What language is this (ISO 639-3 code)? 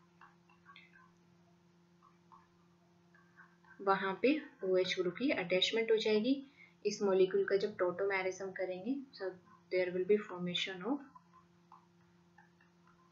hin